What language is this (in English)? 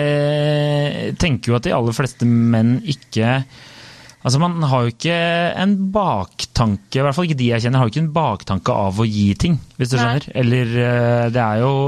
Norwegian